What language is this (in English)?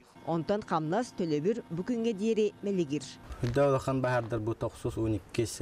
Yakut